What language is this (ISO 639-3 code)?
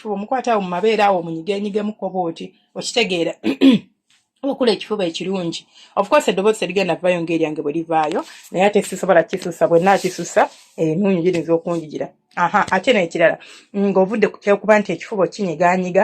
lug